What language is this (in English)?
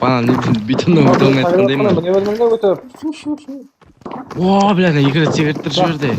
Kara-Kalpak